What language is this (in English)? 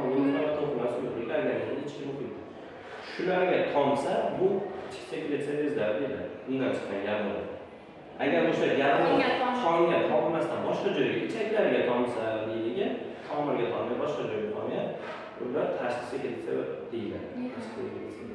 Uzbek